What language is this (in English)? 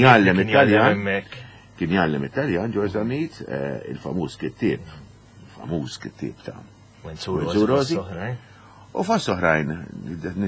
Maltese